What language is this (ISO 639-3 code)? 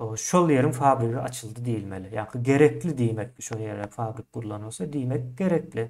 tuk